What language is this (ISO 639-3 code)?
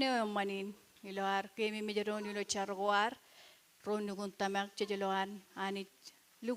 mah